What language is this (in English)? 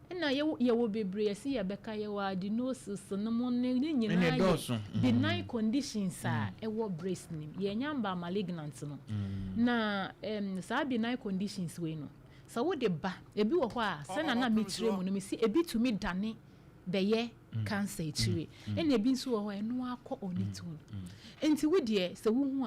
Akan